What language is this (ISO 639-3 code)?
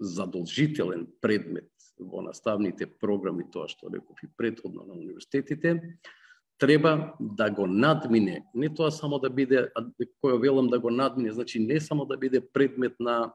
mkd